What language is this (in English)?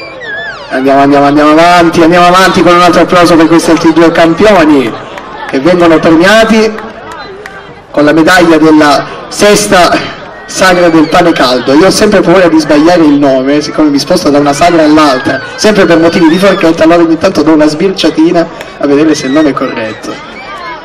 Italian